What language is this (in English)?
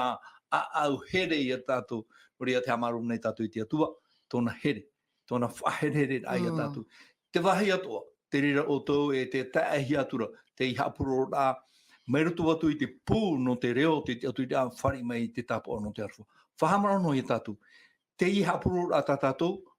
Tahitian